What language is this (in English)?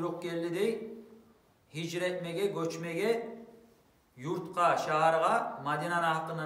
Kumyk